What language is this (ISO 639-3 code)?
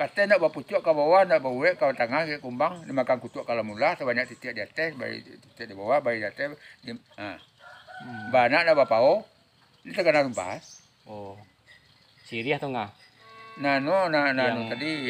min